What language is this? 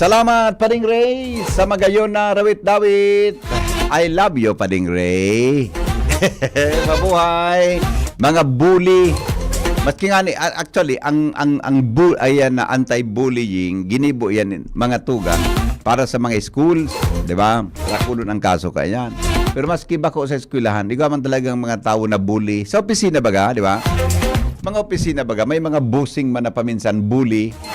Bikol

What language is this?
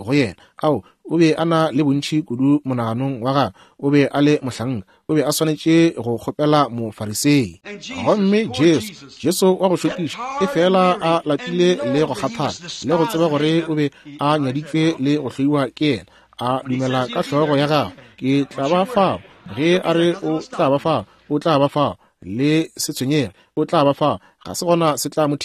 Northern Sotho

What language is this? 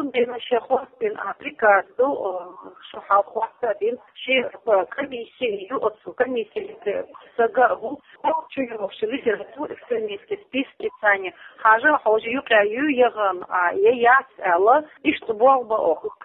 Chechen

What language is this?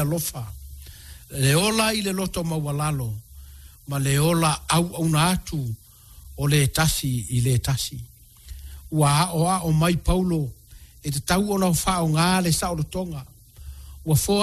Samoan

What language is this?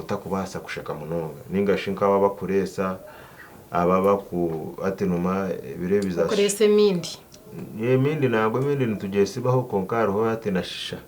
Nyankole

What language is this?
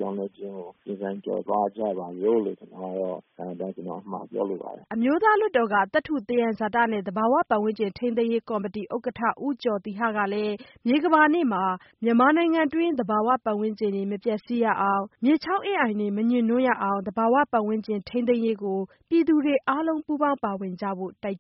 Burmese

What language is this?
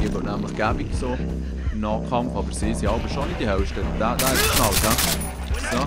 Swiss German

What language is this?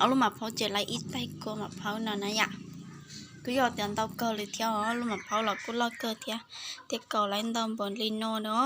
Hmong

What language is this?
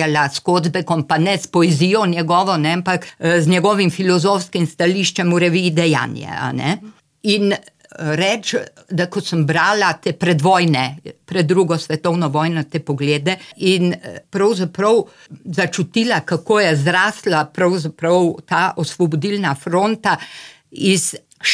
Slovenian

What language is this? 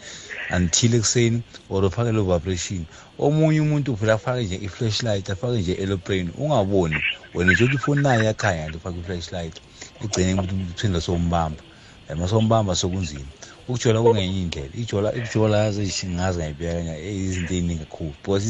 South Ndebele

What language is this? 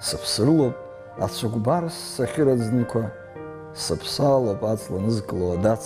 Abkhazian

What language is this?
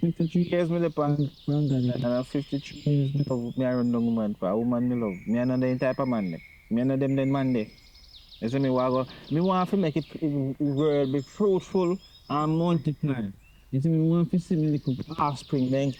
Jamaican Creole English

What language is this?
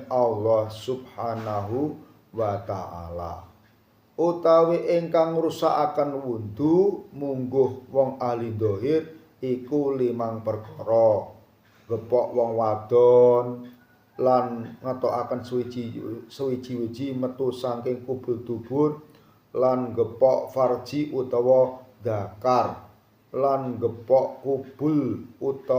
Javanese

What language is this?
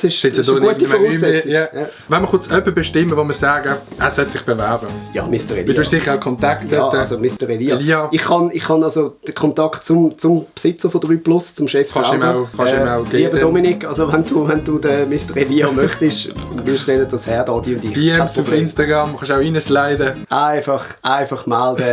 Swiss German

